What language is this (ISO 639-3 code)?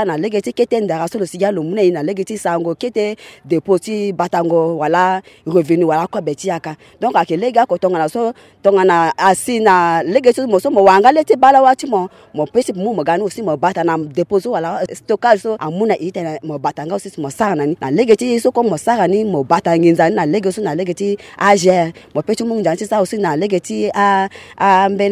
sag